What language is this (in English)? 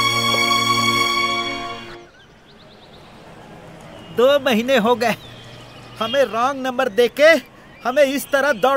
Hindi